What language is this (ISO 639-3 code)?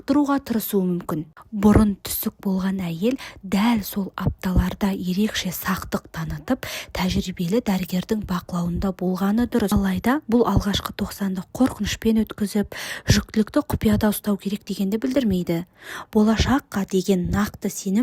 kaz